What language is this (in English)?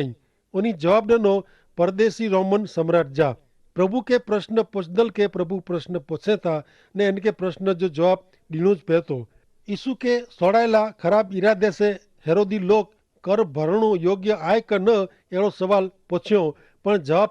Kachhi